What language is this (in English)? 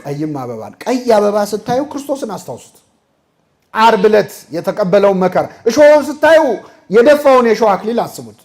Amharic